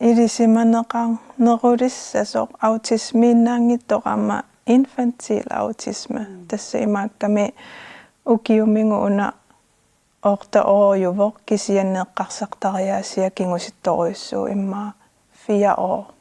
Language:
Kalaallisut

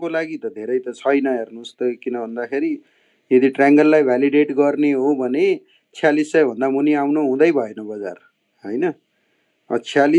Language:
Nepali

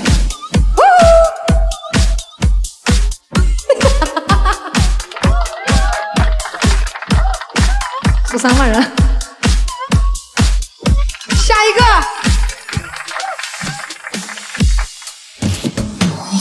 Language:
Chinese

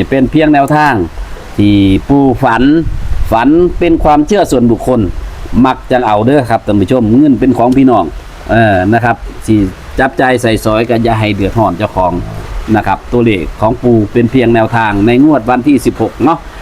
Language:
Northeastern Thai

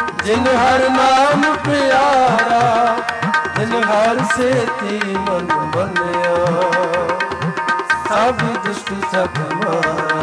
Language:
Punjabi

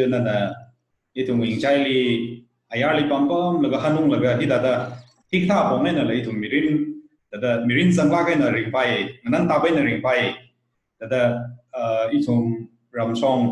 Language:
Tangkhul Naga (India)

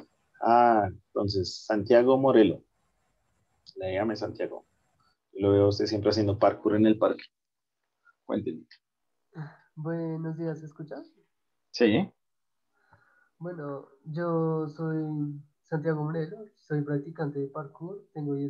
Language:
Spanish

